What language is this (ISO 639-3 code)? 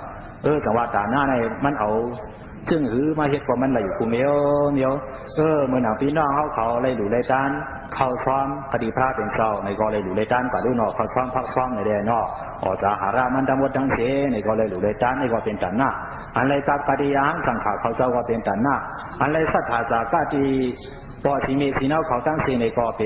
shn